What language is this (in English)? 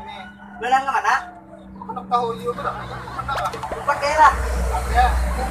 Banjar